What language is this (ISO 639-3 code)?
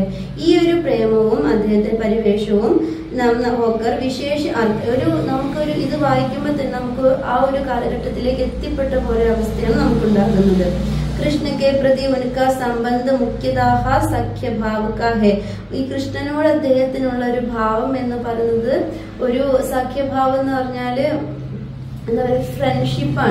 mal